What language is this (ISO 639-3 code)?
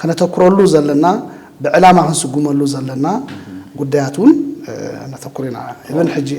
tir